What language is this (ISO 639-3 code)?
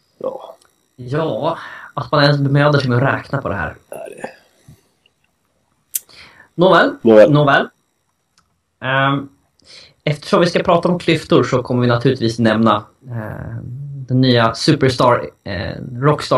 swe